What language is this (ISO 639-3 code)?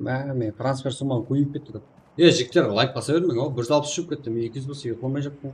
kaa